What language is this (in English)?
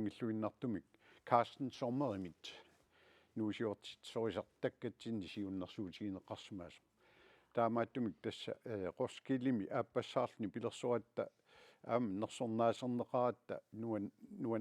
Kalaallisut